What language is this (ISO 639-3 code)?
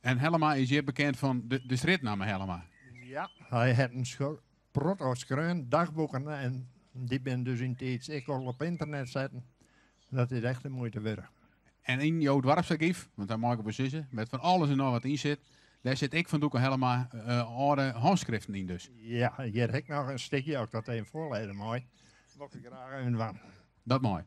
fry